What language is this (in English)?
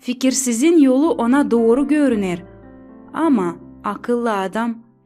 Gagauz